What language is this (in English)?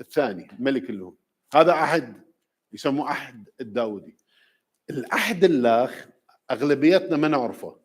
Mesopotamian Arabic